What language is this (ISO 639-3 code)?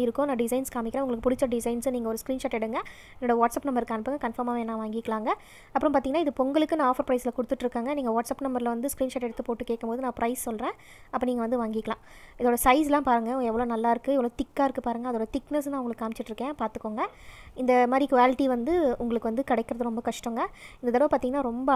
tam